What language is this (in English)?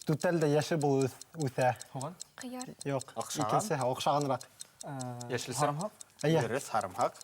Bashkir